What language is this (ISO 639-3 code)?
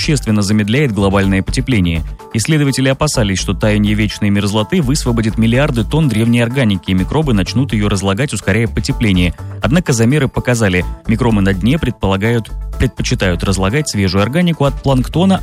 rus